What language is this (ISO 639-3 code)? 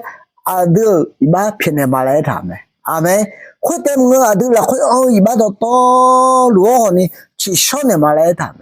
ahk